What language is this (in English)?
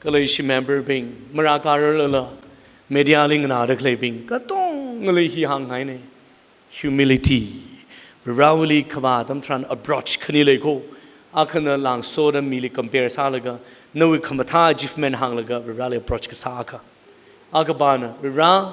Tangkhul Naga (India)